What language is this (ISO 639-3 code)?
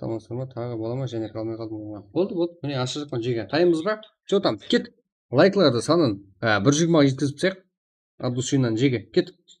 kaa